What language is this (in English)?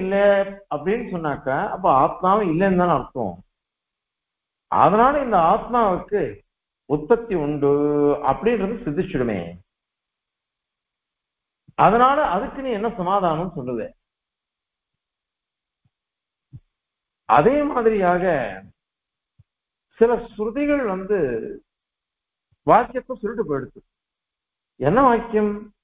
Tamil